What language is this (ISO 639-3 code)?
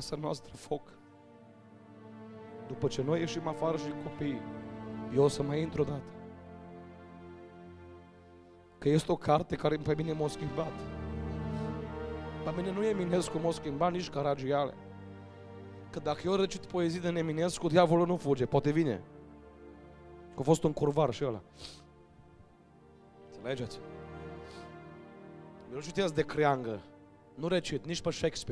ron